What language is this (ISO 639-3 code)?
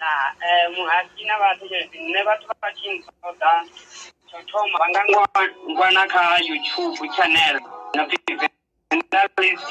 ven